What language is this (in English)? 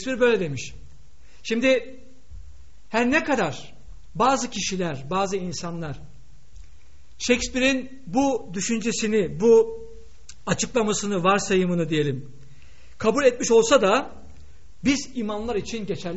Turkish